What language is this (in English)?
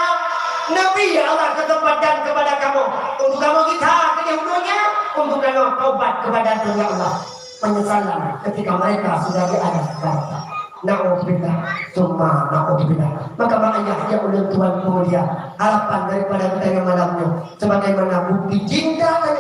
Achinese